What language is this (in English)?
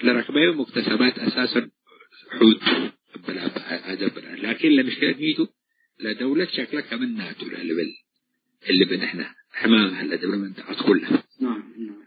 Tigre